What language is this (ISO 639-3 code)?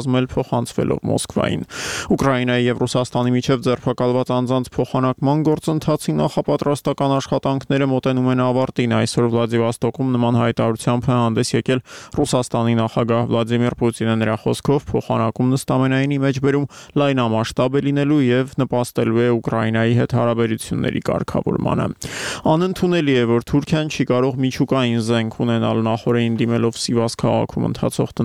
hye